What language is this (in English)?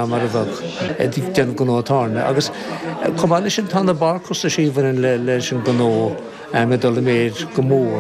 Irish